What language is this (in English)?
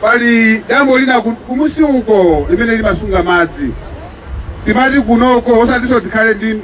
Nyanja